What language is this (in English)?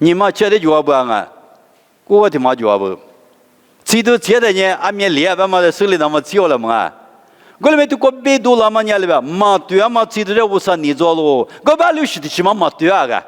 Lisu